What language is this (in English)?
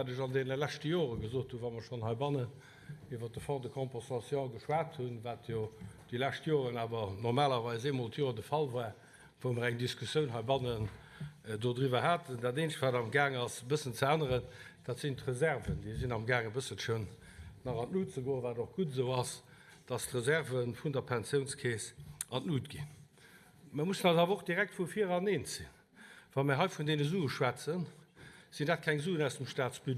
Luxembourgish